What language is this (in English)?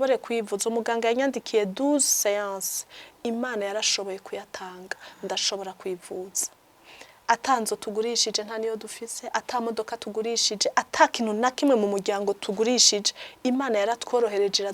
Rundi